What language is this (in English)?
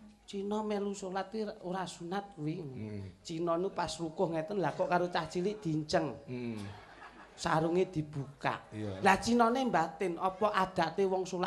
Javanese